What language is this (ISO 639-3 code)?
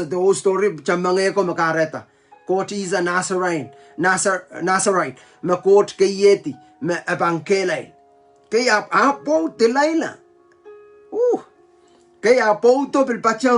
pon